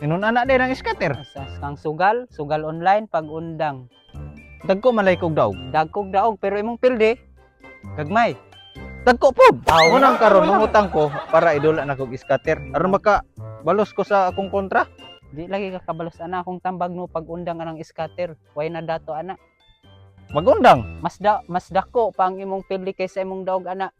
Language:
Cebuano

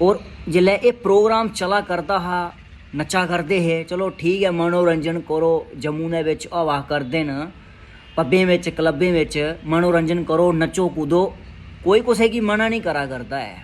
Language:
Dogri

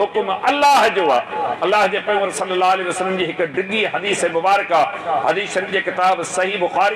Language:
Sindhi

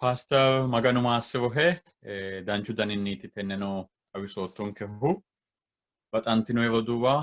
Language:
Sidamo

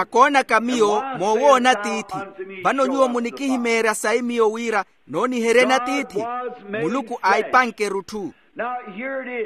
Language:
Makhuwa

